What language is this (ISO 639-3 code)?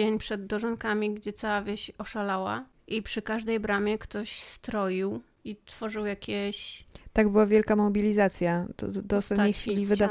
pol